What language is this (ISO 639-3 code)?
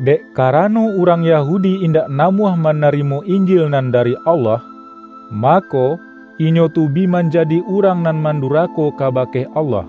min